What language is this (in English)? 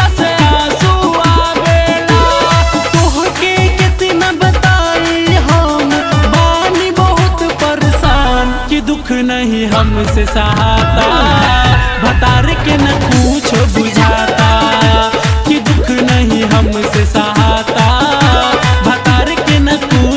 Bhojpuri